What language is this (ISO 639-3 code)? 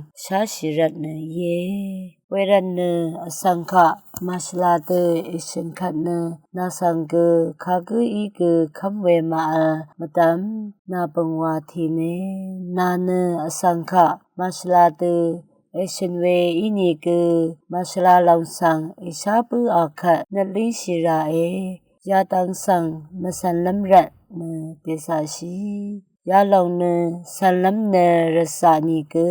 raw